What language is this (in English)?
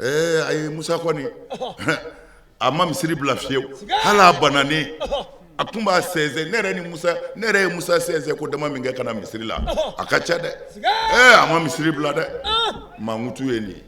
Bambara